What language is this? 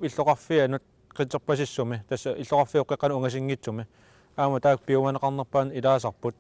Kalaallisut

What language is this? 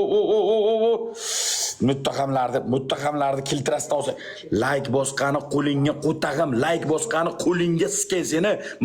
Uzbek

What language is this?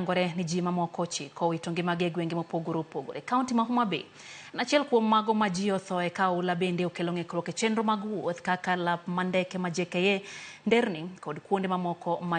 Luo (Kenya and Tanzania)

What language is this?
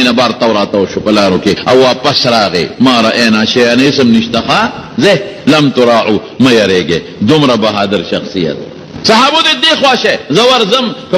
Pashto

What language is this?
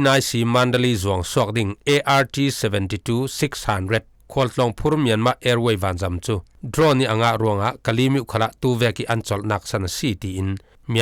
Falam Chin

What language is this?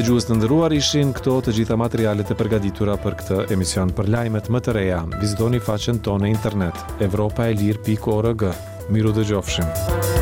Albanian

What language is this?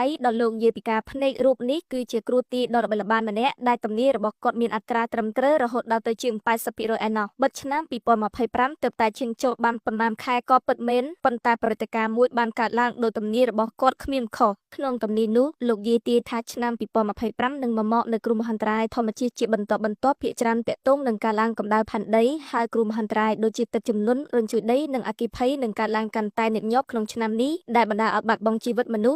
Khmer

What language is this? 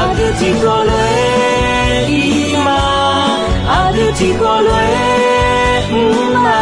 Akha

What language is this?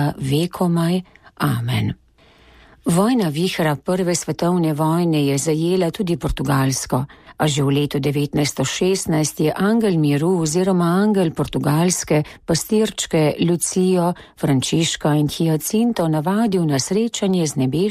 Slovenian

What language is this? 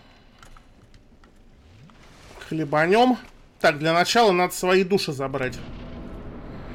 Russian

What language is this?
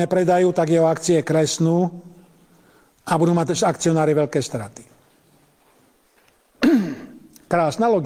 Slovak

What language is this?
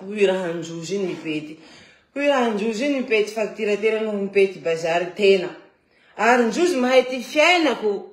Malagasy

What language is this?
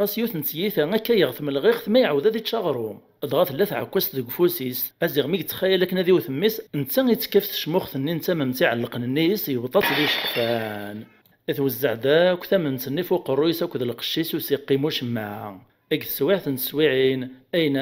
Kabyle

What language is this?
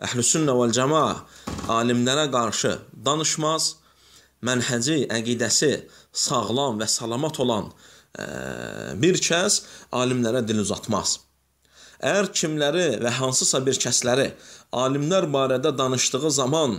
Azerbaijani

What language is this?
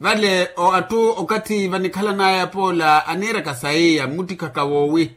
Makhuwa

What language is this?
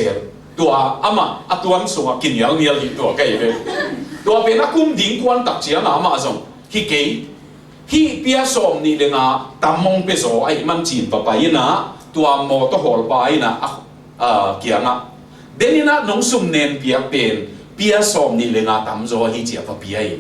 Tedim Chin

